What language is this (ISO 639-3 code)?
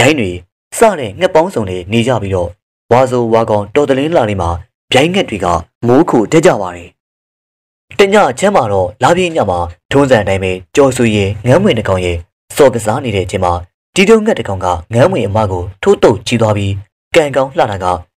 mya